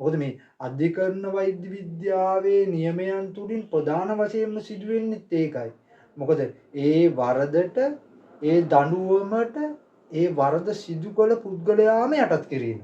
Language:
Sinhala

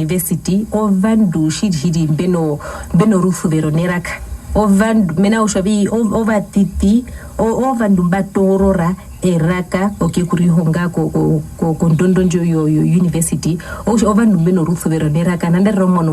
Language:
Herero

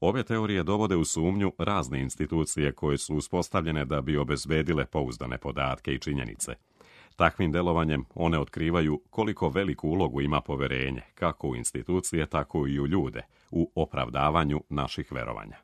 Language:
Serbian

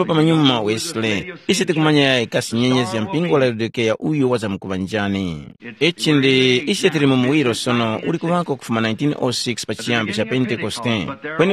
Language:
Tumbuka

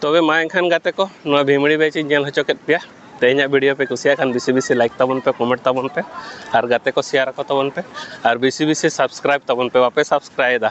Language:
Santali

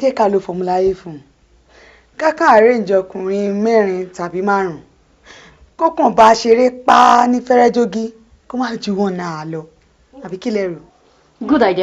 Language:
Yoruba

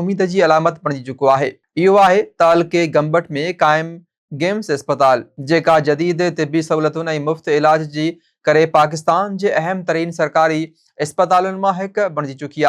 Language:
Sindhi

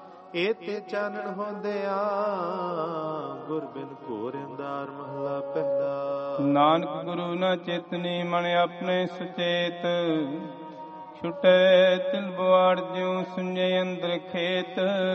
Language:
Punjabi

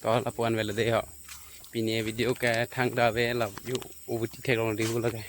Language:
Karbi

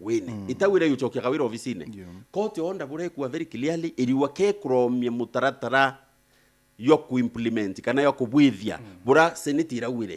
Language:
Meru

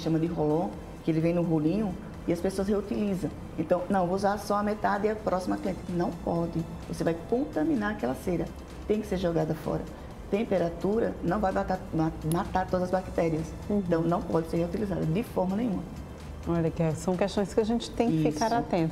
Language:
Portuguese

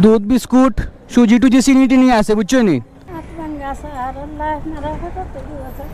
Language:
Sylheti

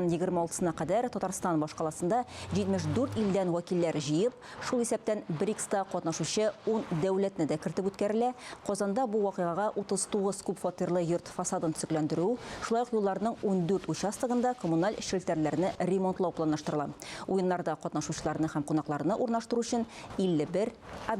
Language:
Tatar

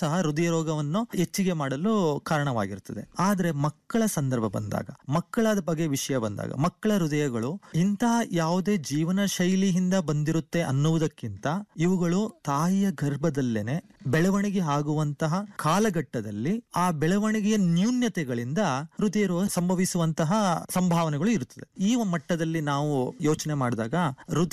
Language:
Kannada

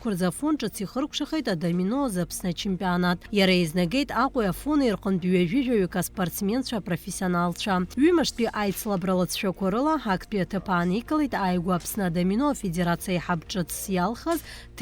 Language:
Abkhazian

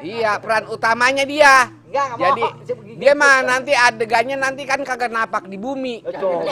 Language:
Betawi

